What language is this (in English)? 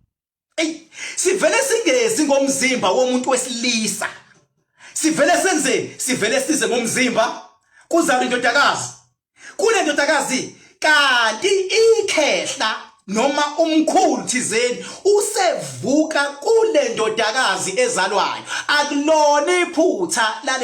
Zulu